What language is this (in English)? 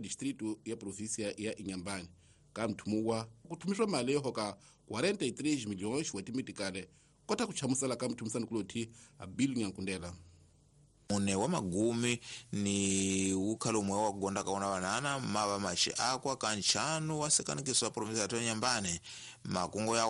Tsonga